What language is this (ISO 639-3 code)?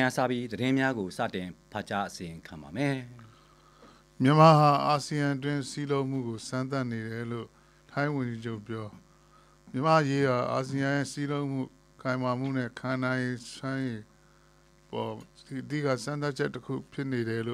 mya